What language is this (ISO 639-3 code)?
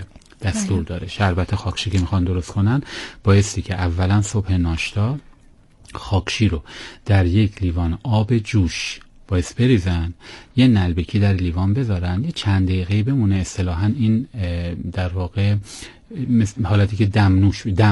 fas